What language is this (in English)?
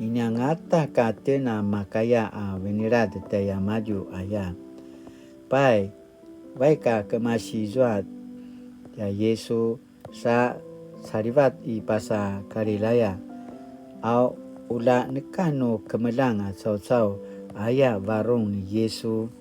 Paiwan